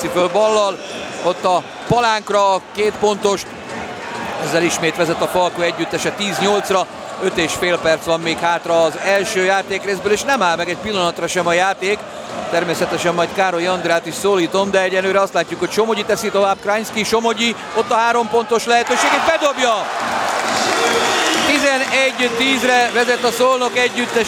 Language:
Hungarian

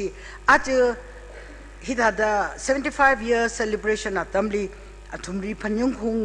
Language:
Tangkhul Naga (India)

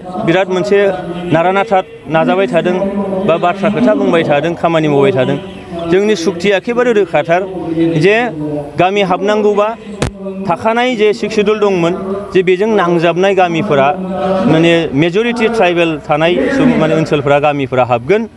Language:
Bodo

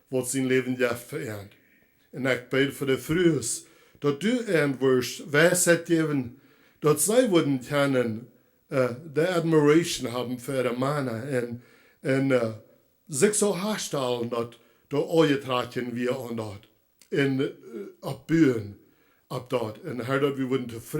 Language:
Plautdietsch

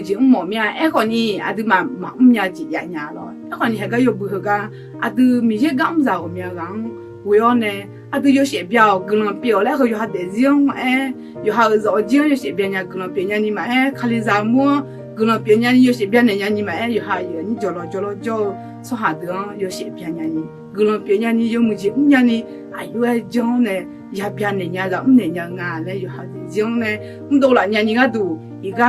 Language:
Akha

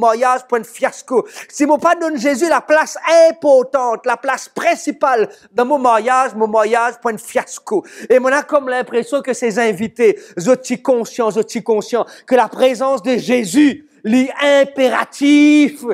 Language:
Morisyen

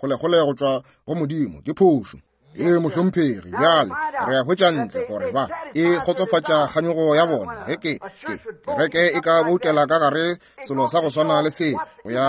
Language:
Northern Sotho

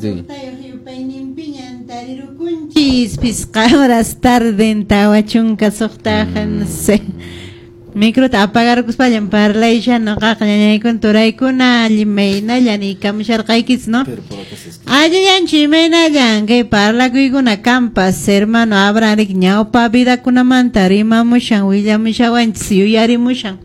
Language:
Quechua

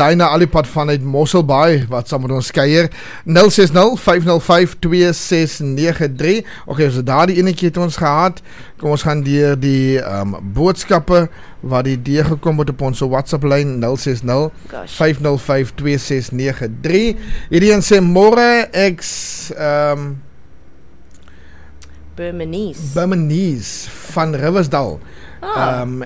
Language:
Afrikaans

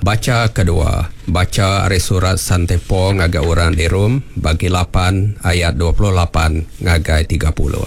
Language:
Iban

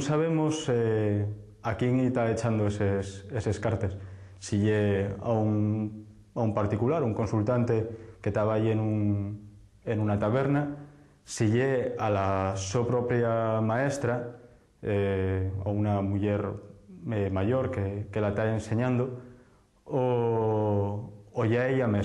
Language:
Asturian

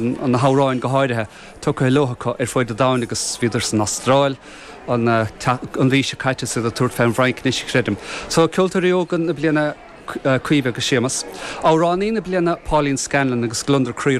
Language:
Irish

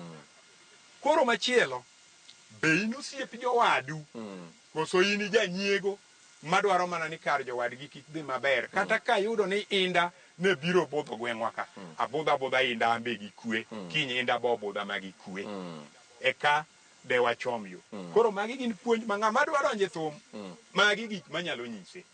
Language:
Luo (Kenya and Tanzania)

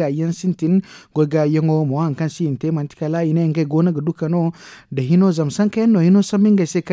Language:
Zarma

